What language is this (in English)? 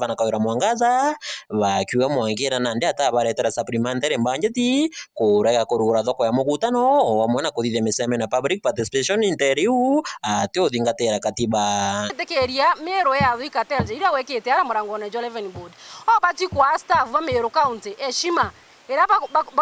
Meru